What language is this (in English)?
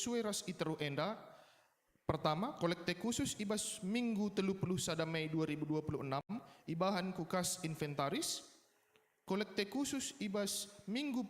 Batak Karo